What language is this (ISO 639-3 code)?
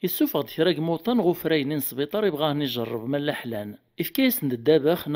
kab